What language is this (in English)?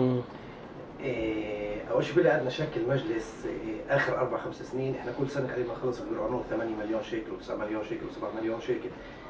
North Levantine Arabic